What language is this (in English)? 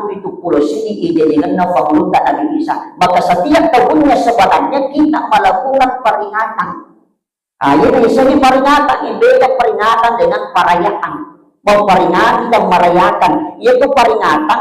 Buginese